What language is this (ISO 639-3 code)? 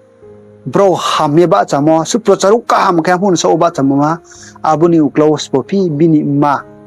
ria